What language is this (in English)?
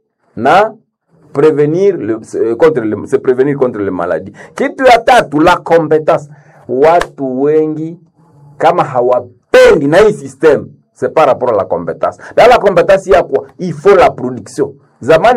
Swahili